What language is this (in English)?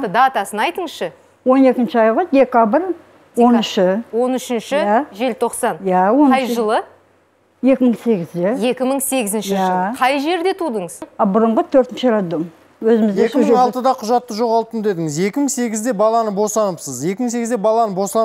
Kazakh